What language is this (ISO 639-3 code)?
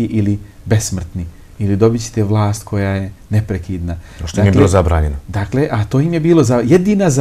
bos